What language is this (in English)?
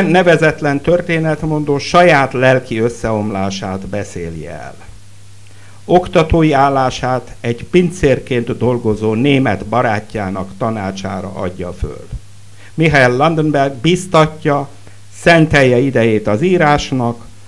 Hungarian